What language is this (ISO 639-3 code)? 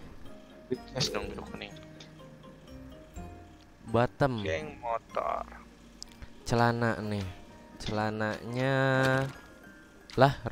ind